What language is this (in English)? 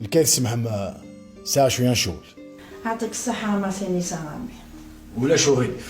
Kabyle